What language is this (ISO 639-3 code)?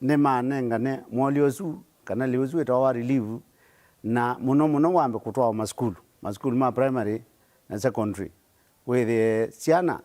kam